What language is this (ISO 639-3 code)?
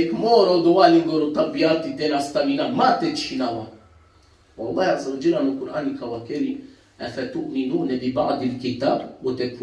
rmn